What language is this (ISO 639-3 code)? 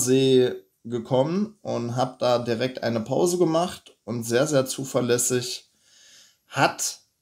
deu